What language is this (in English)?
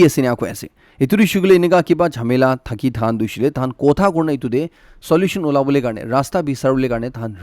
Naga Pidgin